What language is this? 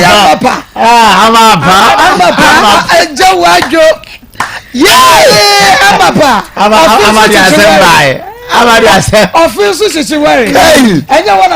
Akan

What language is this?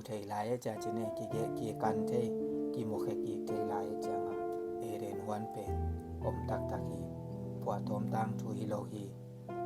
Tedim Chin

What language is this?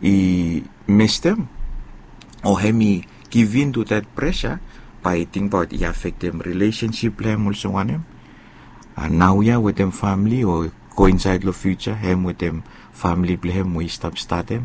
Bislama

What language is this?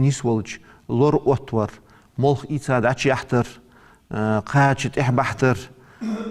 Ingush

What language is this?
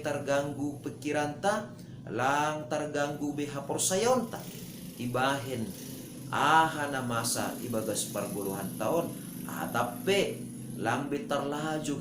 Batak Simalungun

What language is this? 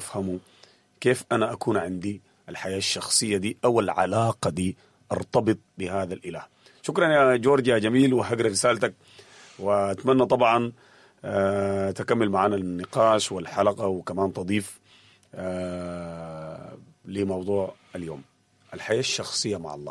Sudanese Arabic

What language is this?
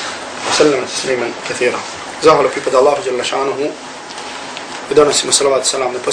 Bosnian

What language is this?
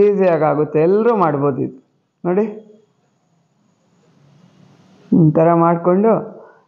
Kannada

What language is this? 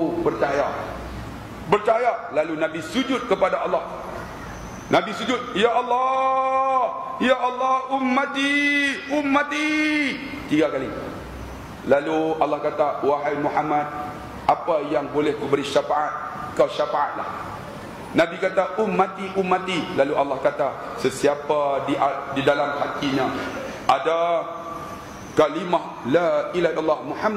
Malay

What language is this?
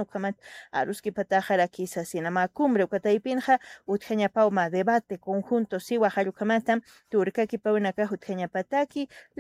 Aymara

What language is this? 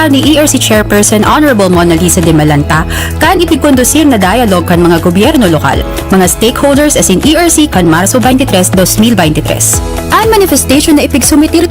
Bikol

